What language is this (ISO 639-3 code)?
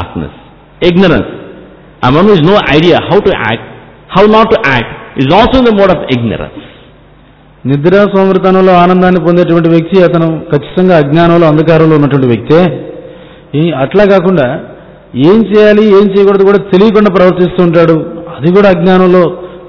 tel